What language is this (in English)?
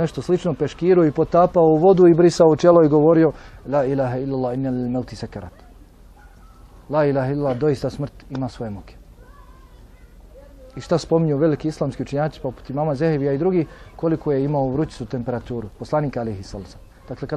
Bosnian